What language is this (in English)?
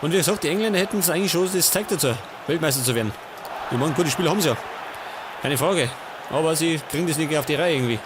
Bavarian